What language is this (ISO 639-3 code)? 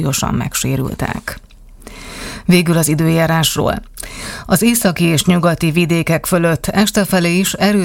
hun